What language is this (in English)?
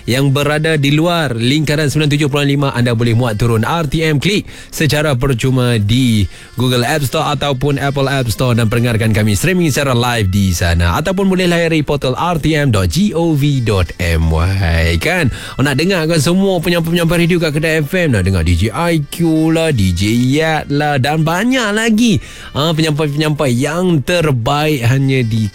Malay